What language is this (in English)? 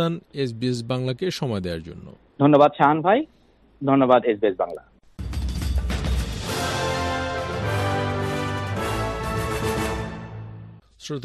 Bangla